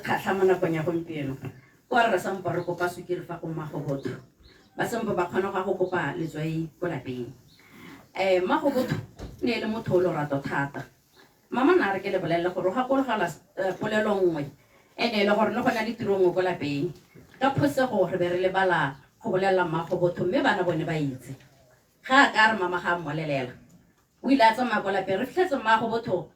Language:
Tswana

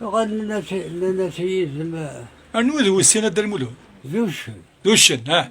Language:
Kabyle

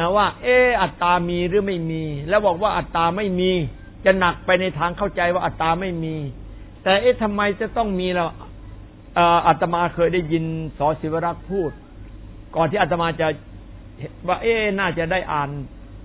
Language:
Thai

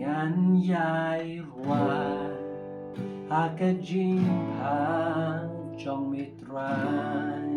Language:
Khasi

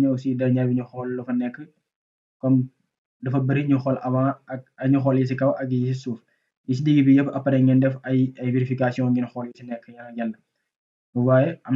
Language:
Wolof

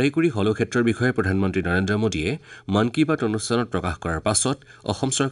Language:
Assamese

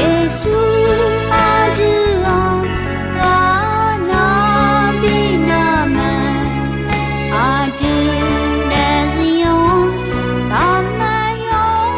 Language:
Akha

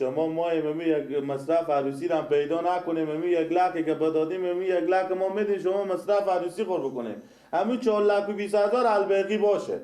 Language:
Persian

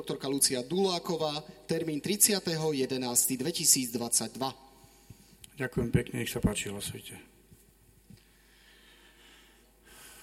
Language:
Slovak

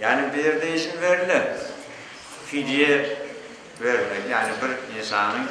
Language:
Crimean Tatar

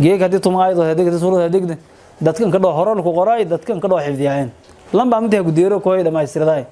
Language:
Somali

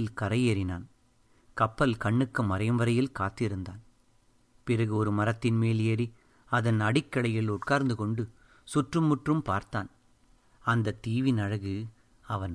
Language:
Tamil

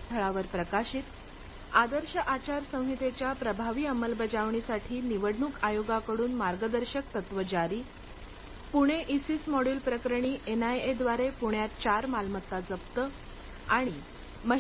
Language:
Marathi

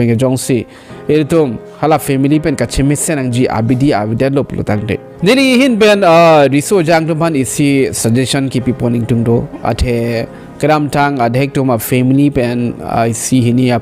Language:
Karbi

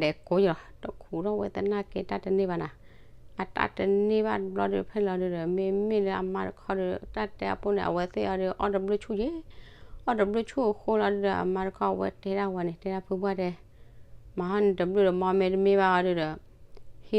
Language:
S'gaw Karen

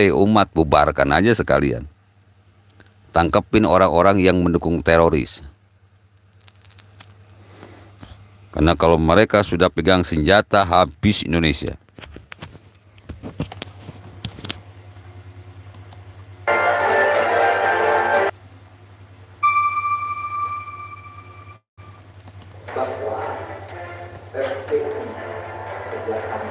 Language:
Indonesian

